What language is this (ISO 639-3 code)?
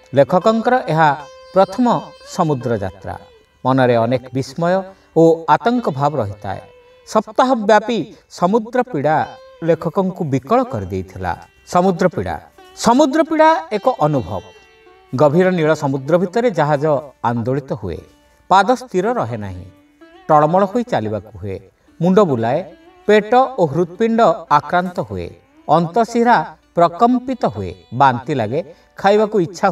ori